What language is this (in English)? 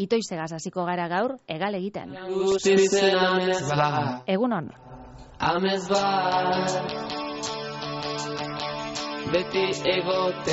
Basque